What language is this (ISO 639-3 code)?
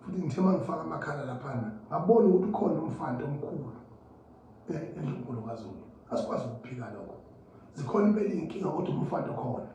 zul